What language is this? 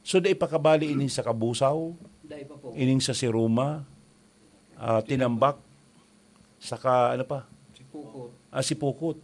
Bikol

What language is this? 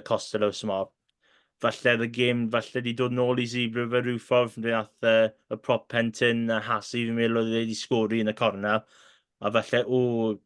Welsh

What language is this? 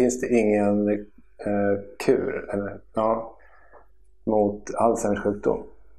Swedish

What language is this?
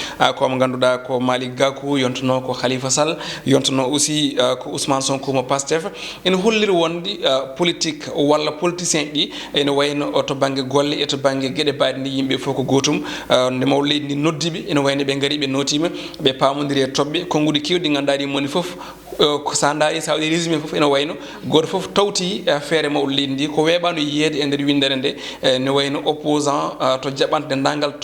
Fula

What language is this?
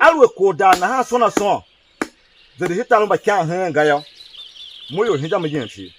Tiv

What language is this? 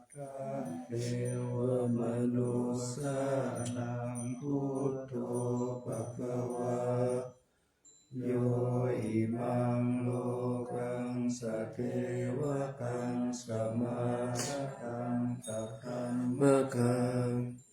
Pali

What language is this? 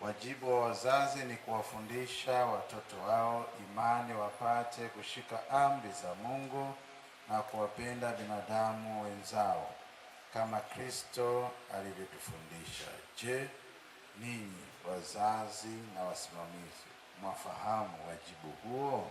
Swahili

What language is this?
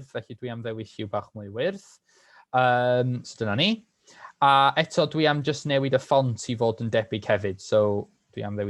Welsh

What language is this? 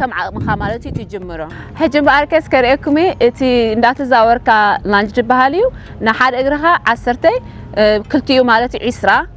Tigrinya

